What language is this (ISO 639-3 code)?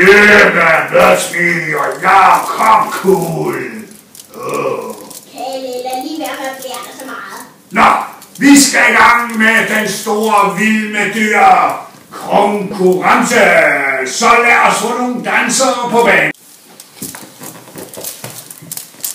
dan